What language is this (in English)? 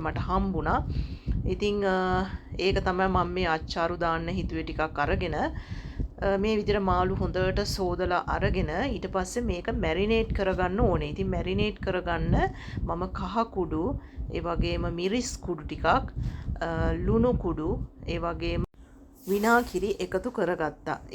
Sinhala